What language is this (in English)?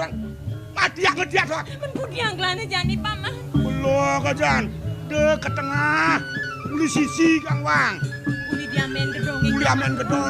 Balinese